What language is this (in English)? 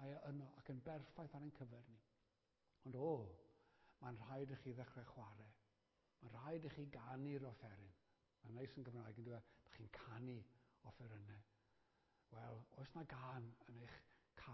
Welsh